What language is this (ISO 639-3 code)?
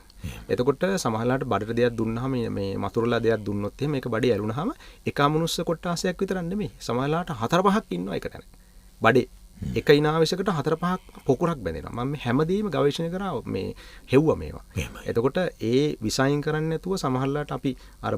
sin